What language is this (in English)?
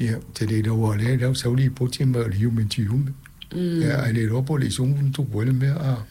Samoan